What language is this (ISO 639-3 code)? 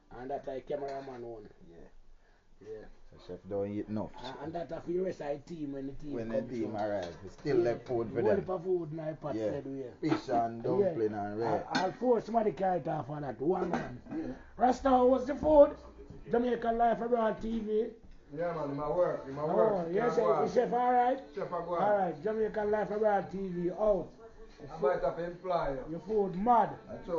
jam